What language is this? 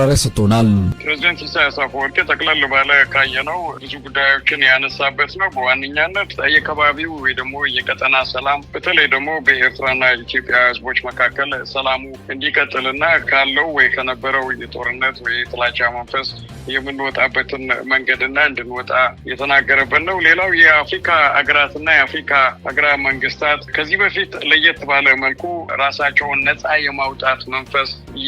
Amharic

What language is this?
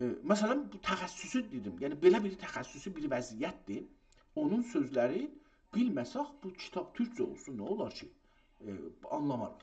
South Azerbaijani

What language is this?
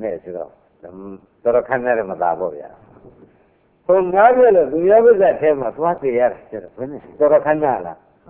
Burmese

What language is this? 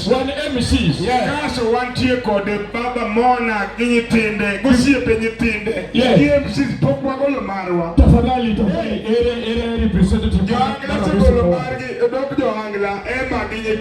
Luo (Kenya and Tanzania)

